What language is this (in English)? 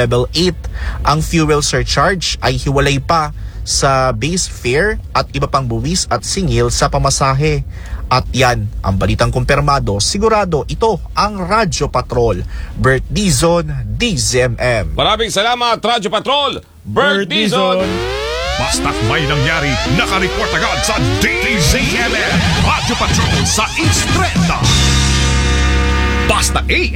Filipino